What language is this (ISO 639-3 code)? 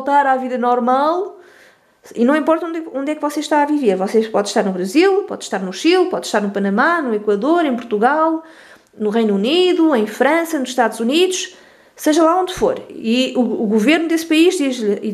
por